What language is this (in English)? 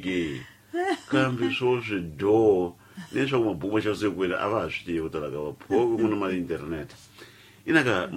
Tsonga